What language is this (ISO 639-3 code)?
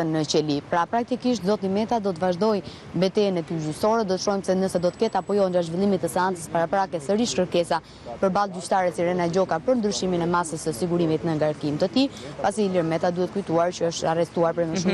sqi